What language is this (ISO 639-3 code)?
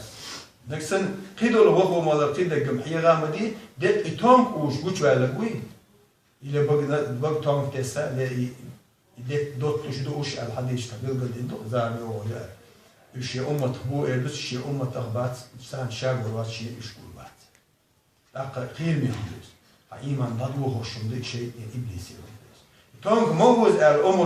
che